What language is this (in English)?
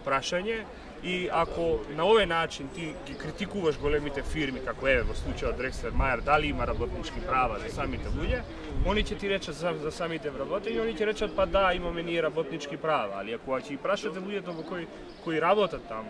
Macedonian